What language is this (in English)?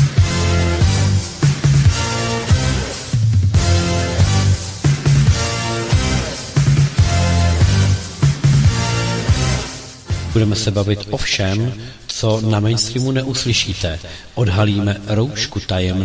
Czech